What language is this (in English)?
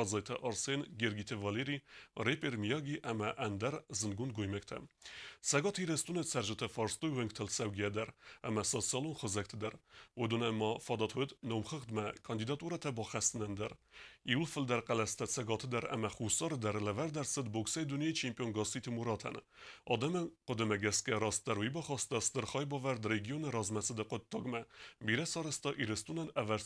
Ossetic